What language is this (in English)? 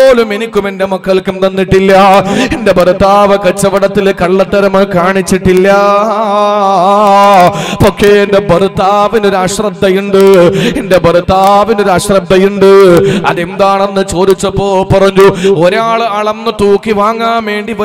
Malayalam